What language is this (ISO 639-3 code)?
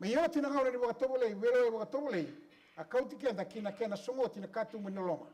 fij